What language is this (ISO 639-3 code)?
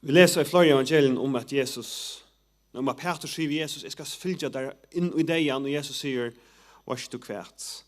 fao